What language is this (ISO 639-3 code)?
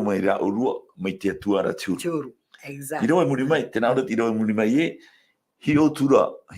tah